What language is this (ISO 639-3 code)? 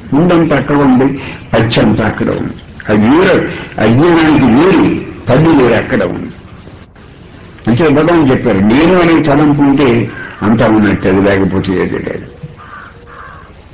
tel